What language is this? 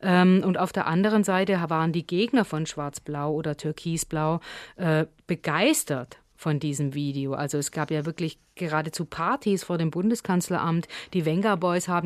German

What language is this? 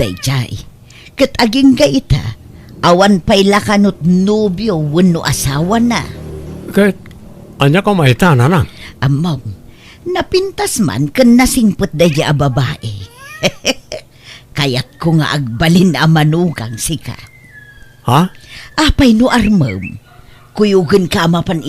Iloko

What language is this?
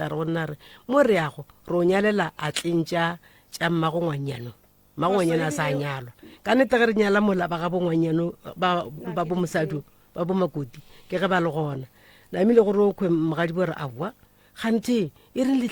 Northern Sotho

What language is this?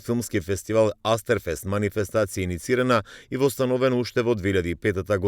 Macedonian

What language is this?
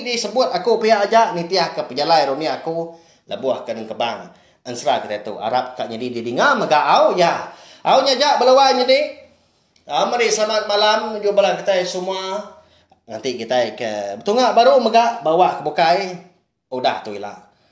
Iban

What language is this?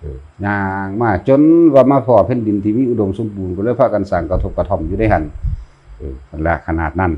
Northeastern Thai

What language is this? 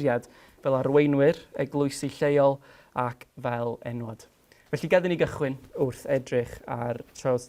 Welsh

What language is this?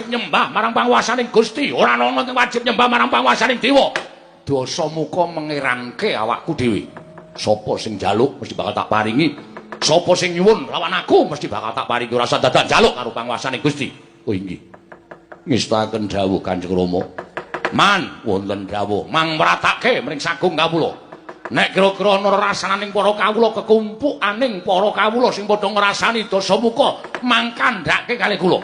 Javanese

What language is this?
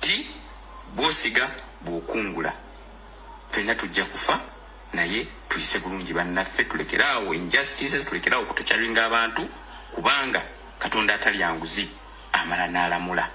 Ganda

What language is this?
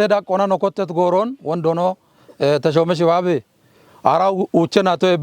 Kafa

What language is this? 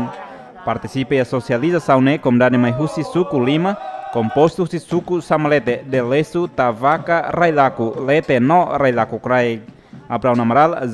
Tetum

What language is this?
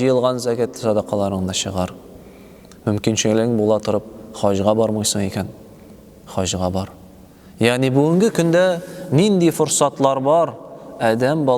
Tatar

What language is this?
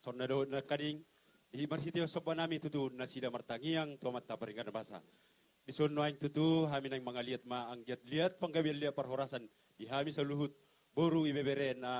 Batak Toba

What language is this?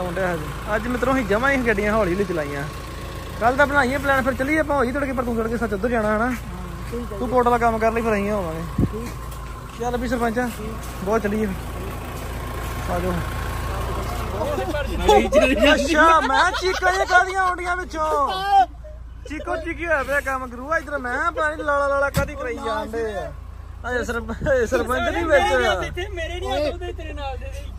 Punjabi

